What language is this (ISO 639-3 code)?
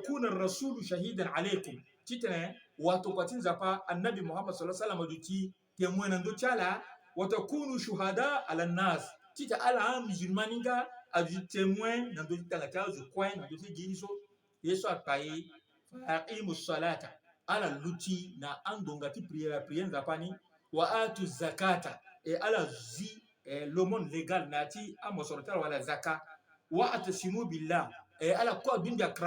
sag